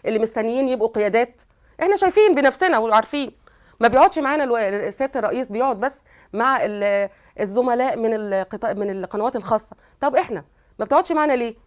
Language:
Egyptian Arabic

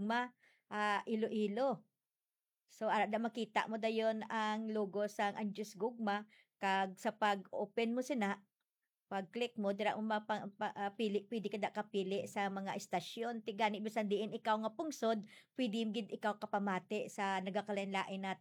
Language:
Hiligaynon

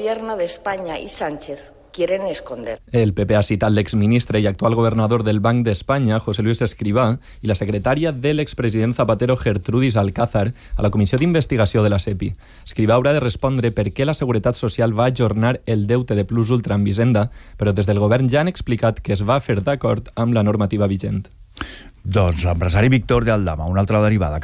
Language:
Catalan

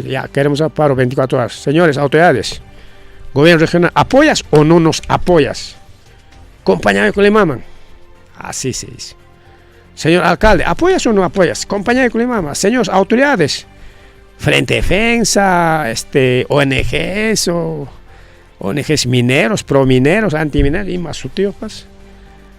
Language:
Ayacucho Quechua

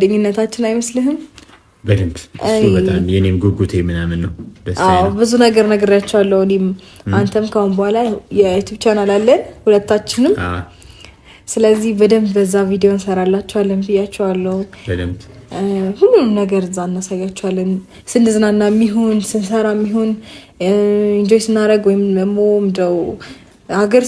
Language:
Amharic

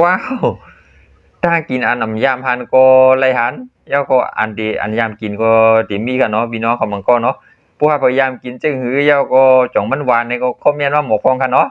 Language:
Shan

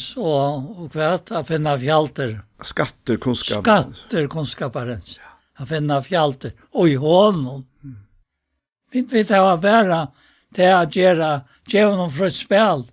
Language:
Faroese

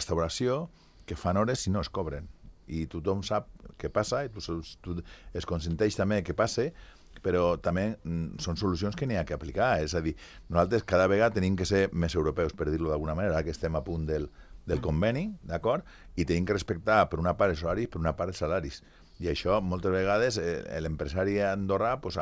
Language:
Catalan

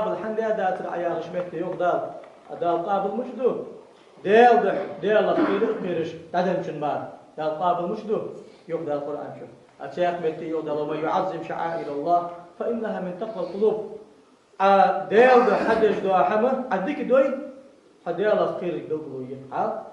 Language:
Ingush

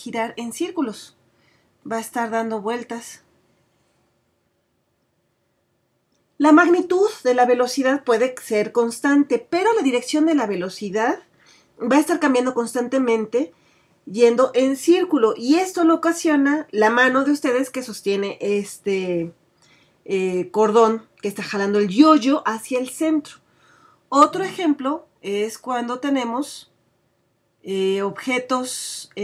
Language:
Spanish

